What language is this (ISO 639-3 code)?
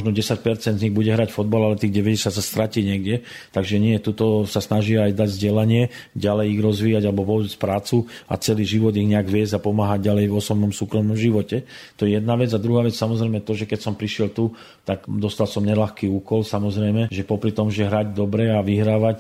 slk